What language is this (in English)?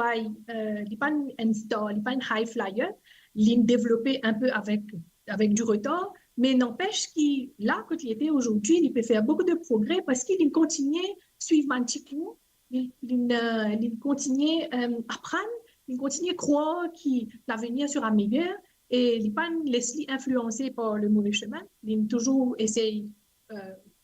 Morisyen